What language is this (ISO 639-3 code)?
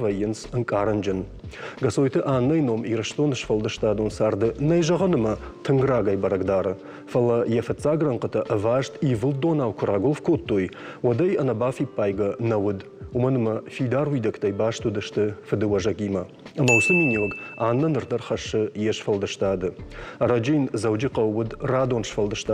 oss